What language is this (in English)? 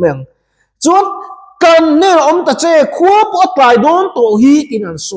Mizo